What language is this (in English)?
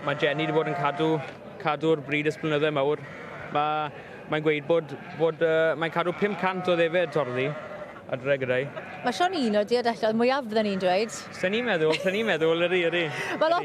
Welsh